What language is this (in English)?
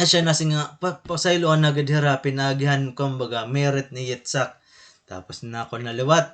Waray